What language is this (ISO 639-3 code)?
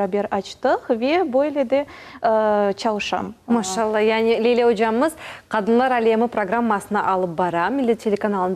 crh